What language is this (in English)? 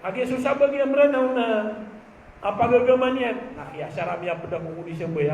Maranao